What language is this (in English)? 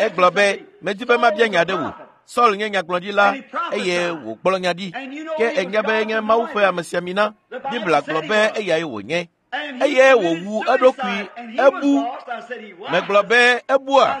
Ewe